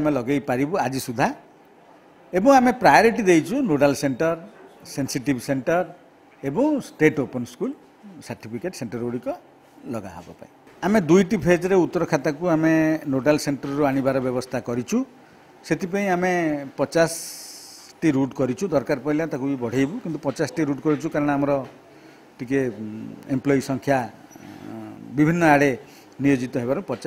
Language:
Odia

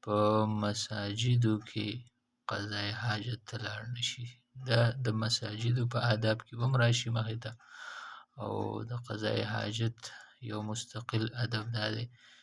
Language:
Pashto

